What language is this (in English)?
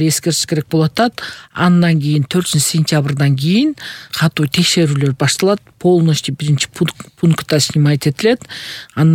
Kyrgyz